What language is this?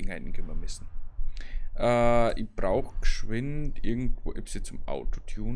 Bavarian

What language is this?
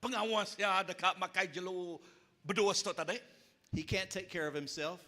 Iban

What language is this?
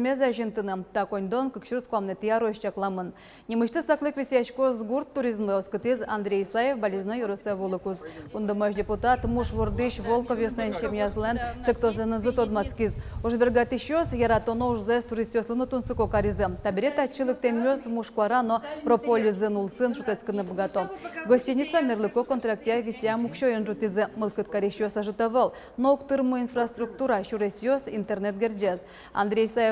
Udmurt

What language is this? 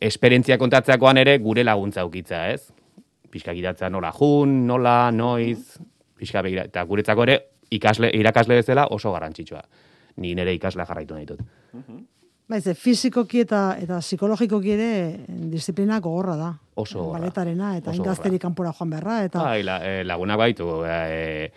Basque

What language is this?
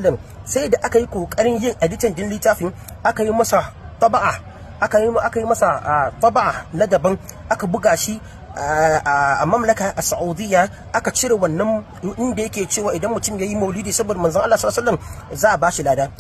Hausa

